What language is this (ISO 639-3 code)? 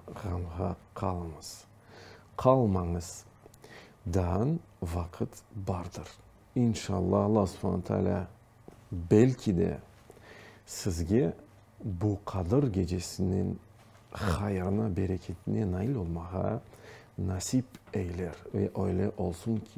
crh